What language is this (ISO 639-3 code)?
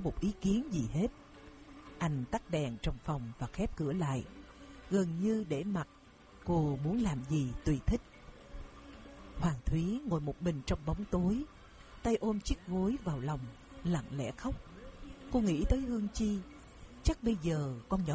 vie